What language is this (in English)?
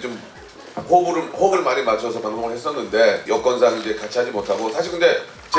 Korean